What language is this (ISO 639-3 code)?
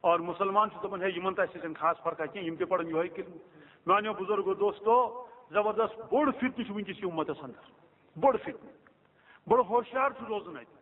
kas